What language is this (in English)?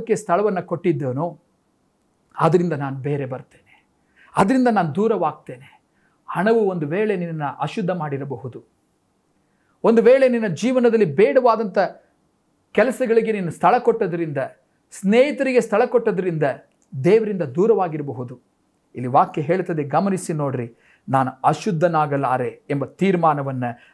Kannada